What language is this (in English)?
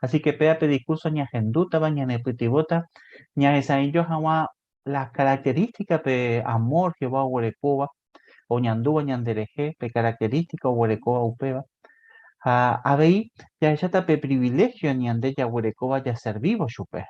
Guarani